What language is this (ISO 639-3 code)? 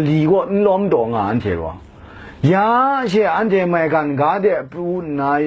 kac